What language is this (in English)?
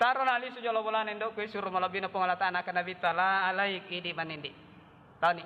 Buginese